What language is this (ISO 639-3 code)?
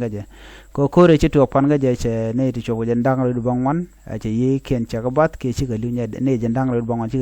nus